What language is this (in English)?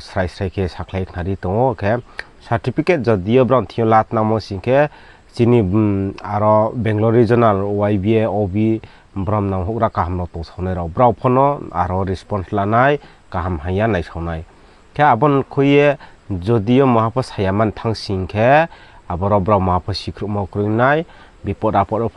Riang (India)